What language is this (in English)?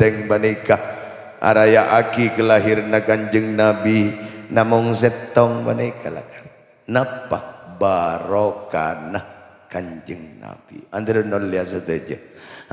Madurese